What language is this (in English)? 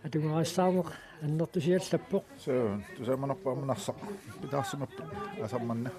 Kalaallisut